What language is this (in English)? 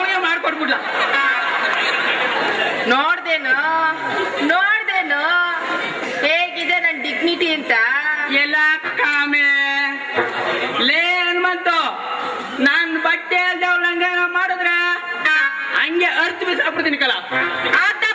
Kannada